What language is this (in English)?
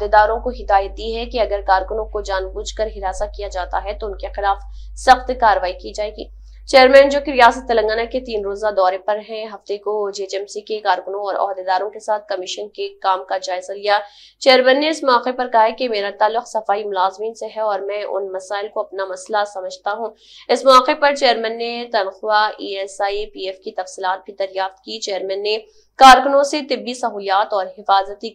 Urdu